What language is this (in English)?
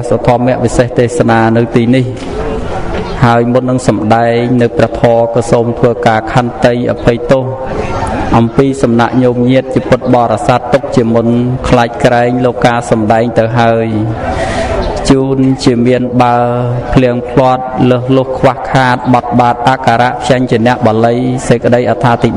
Khmer